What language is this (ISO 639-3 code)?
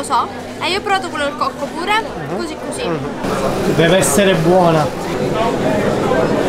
ita